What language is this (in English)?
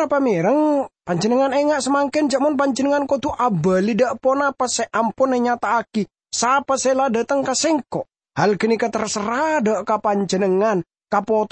Madurese